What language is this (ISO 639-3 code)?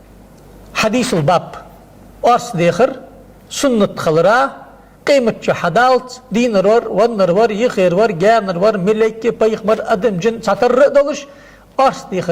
inh